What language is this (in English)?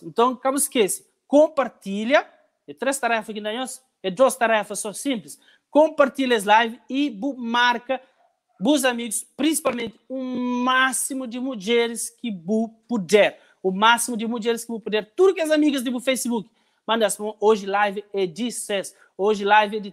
Kabuverdianu